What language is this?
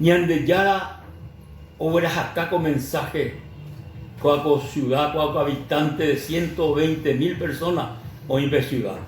Guarani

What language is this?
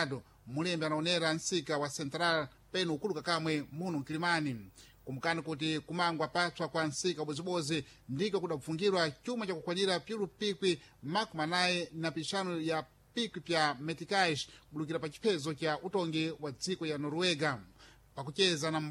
Sena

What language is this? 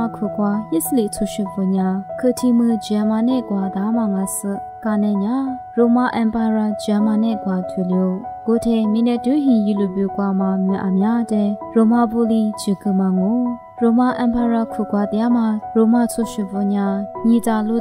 Lisu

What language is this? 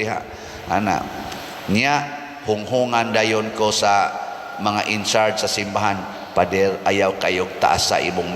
Cebuano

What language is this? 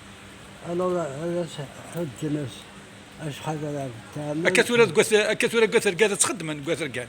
Kabyle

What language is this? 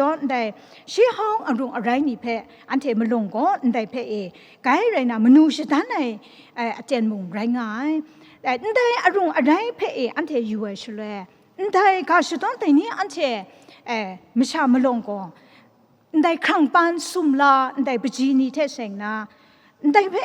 Kachin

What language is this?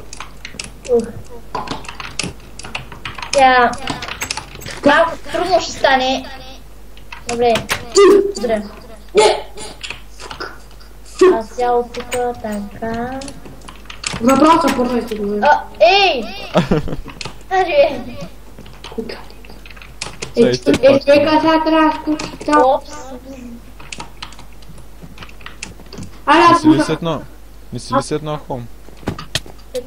Bulgarian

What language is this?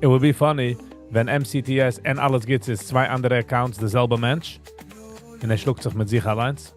Yiddish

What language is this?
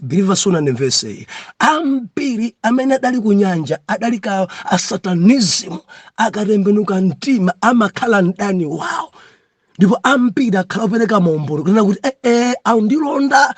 Nyanja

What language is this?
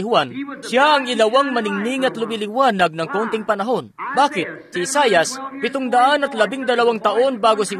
Filipino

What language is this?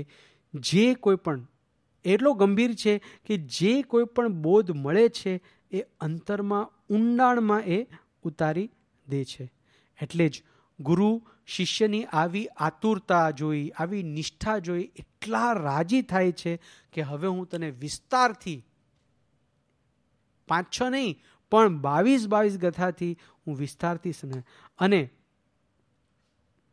Gujarati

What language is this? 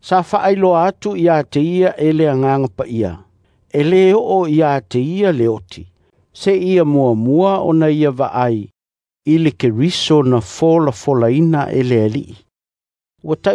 Samoan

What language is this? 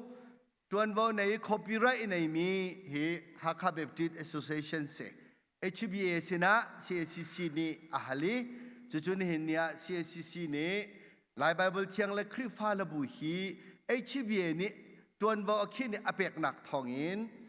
Hakha Chin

